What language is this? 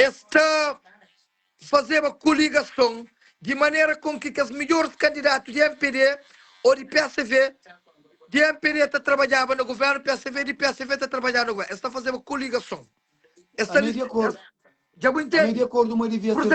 Kabuverdianu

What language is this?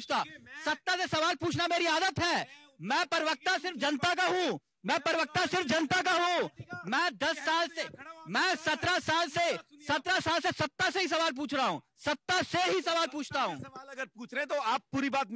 Hindi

